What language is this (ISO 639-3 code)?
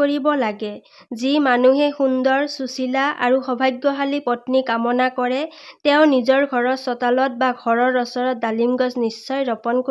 asm